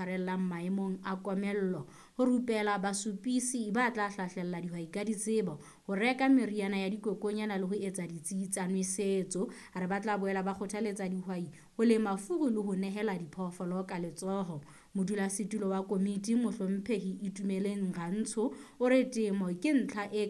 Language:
Southern Sotho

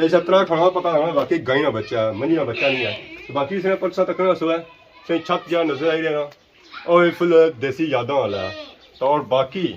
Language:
Pahari-Potwari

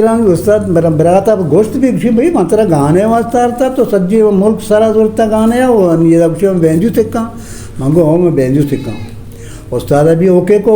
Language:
Eastern Balochi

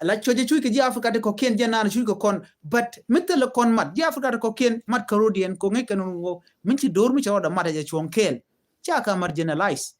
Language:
Nuer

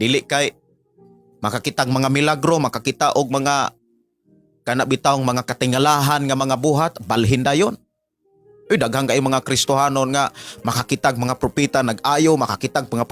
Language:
Cebuano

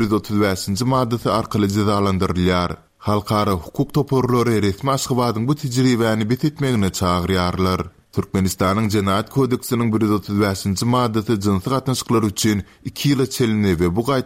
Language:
Turkmen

